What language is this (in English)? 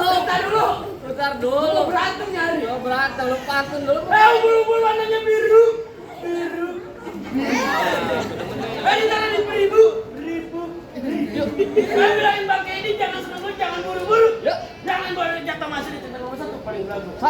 Betawi